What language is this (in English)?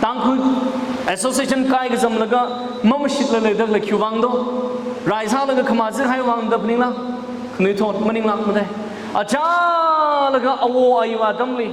Tangkhul Naga (India)